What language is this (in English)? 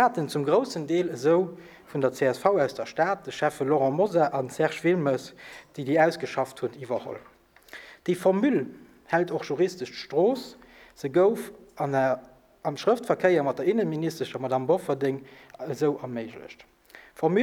Luxembourgish